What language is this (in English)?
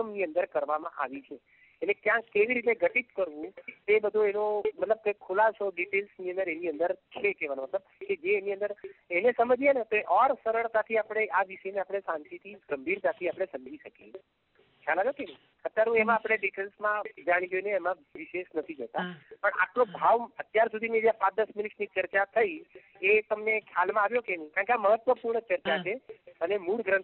Gujarati